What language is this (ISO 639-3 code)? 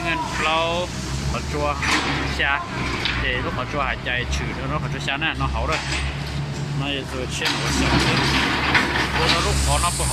hmn